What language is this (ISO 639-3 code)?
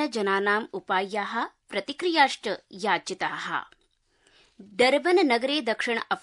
san